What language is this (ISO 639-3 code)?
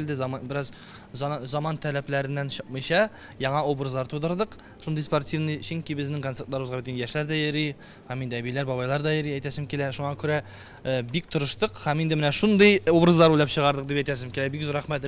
tat